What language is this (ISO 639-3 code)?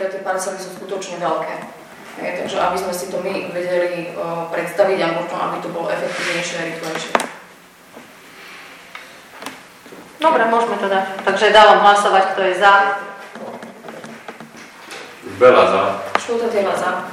slk